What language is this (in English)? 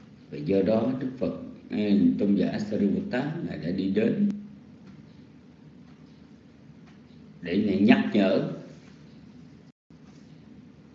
Vietnamese